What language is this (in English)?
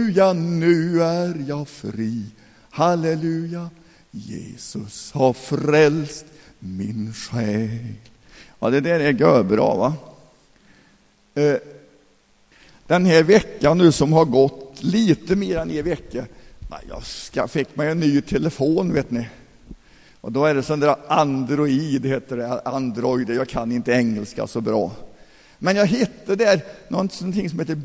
Swedish